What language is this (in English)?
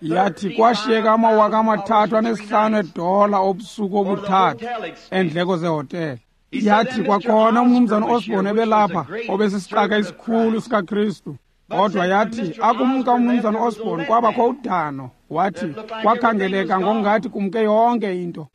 Xhosa